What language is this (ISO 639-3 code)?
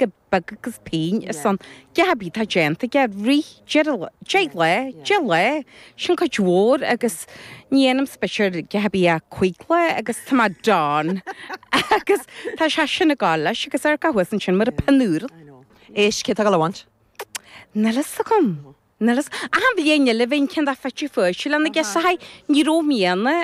gle